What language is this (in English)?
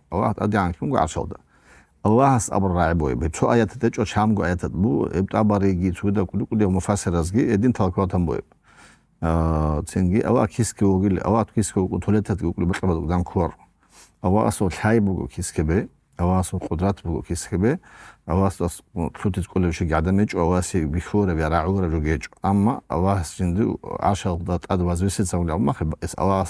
Avaric